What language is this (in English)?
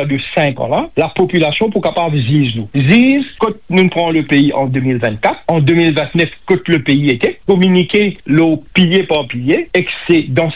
Morisyen